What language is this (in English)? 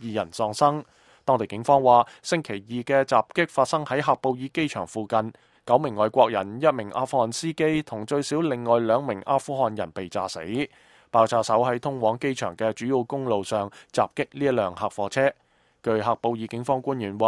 Cantonese